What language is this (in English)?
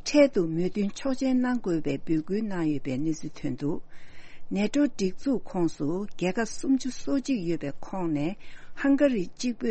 Tibetan